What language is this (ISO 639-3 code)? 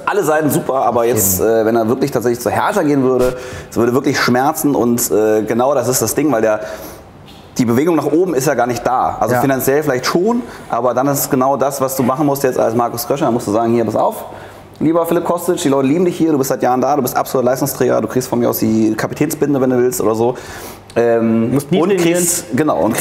deu